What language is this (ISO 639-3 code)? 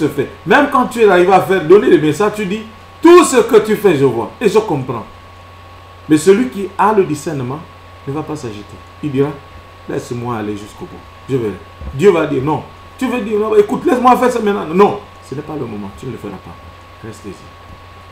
fra